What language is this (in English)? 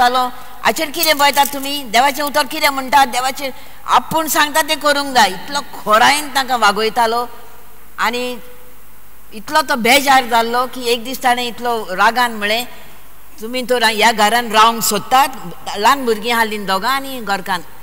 Konkani